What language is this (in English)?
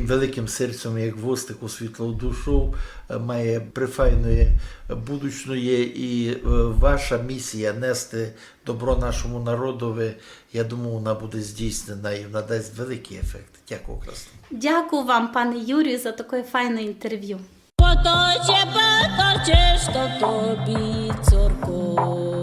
Rusyn